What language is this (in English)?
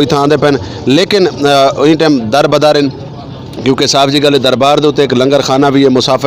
Saraiki